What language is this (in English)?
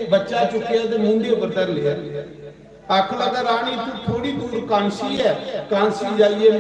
Dogri